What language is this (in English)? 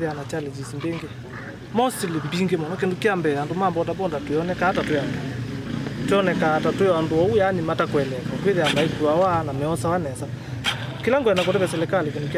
Kamba